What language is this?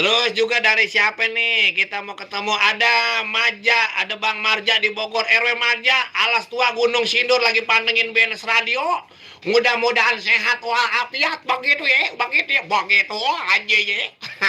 Betawi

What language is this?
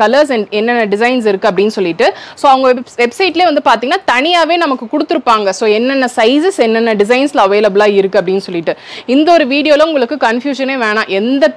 Tamil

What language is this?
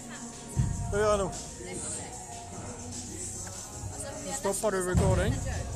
Norwegian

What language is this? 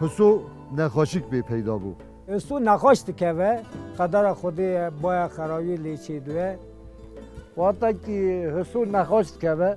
Kurdish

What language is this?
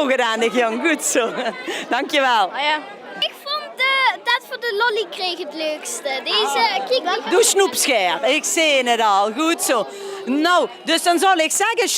Limburgish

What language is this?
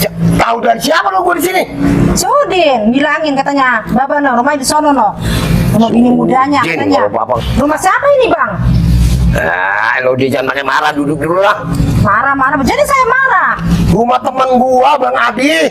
Betawi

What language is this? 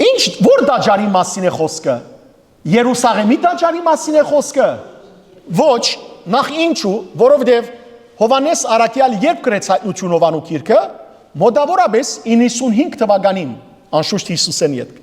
Western Armenian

